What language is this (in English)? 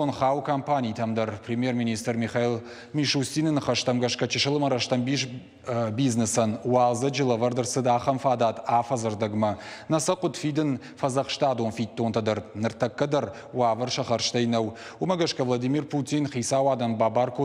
Ossetic